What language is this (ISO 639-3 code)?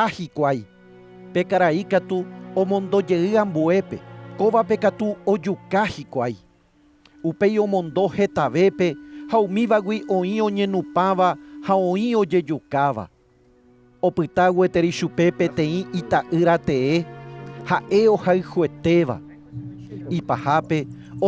grn